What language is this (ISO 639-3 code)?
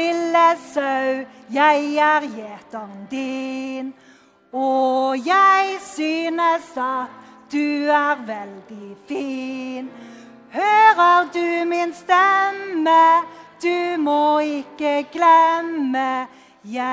nor